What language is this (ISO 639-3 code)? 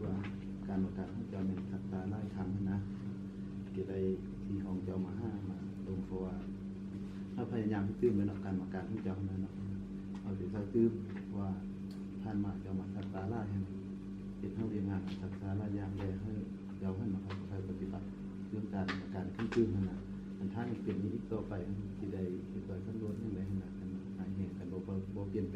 lao